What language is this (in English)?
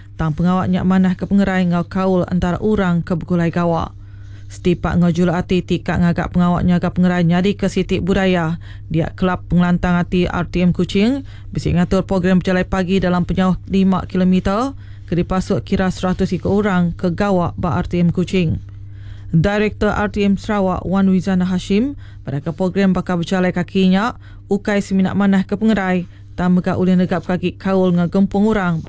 Iban